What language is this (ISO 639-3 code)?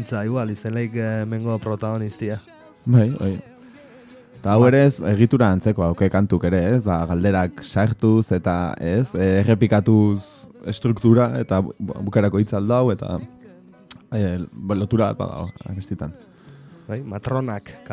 eus